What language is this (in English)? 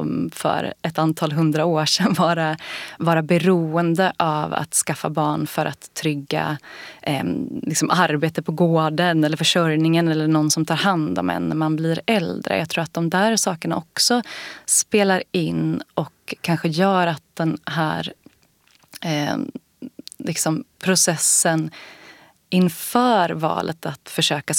Swedish